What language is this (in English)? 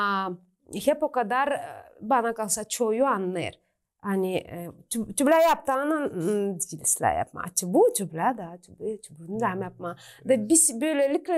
Gagauz